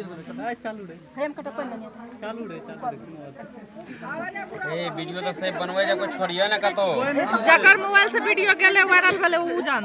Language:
Maithili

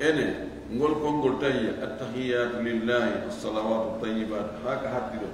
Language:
Fula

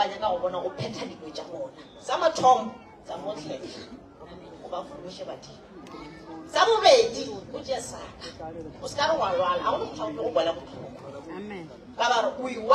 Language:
Northern Sotho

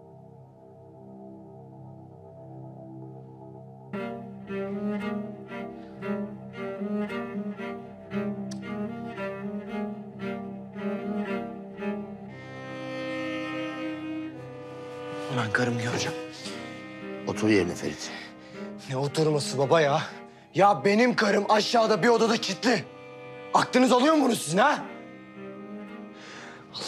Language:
Turkish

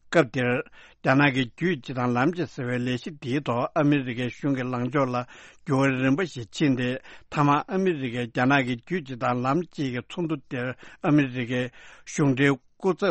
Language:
Tibetan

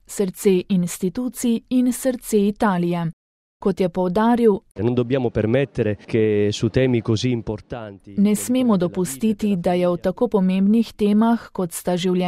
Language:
Slovenian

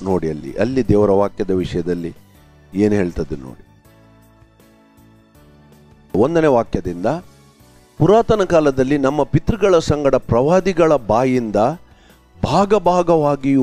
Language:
Kannada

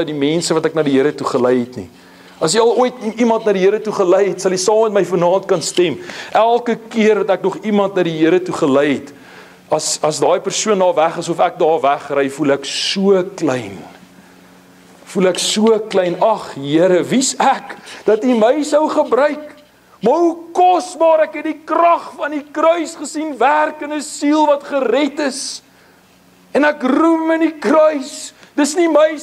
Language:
Afrikaans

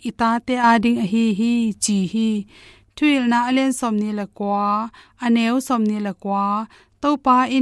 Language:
Tedim Chin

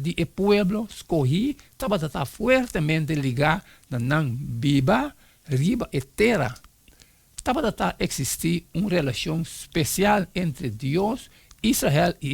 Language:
Papiamento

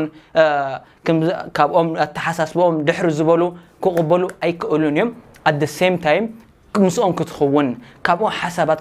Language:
Tigrinya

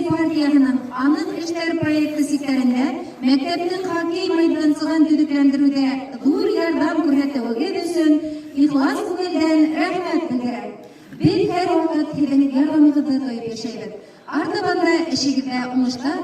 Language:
Bashkir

